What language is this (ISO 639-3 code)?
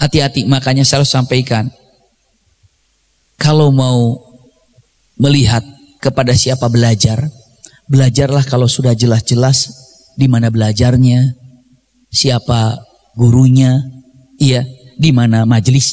ind